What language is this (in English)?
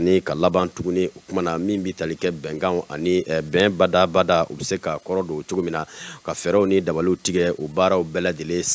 Bambara